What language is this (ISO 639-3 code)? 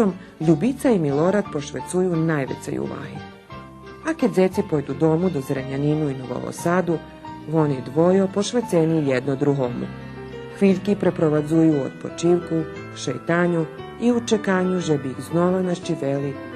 rue